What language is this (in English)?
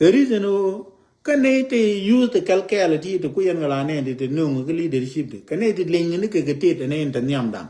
Nuer